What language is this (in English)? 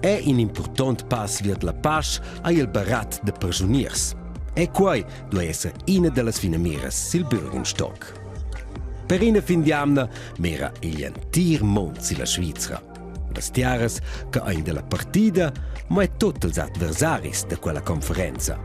Romansh